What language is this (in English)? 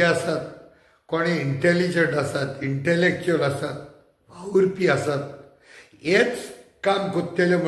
Konkani